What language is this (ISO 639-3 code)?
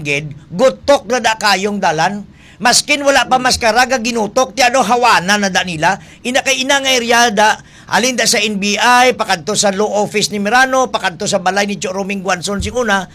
hil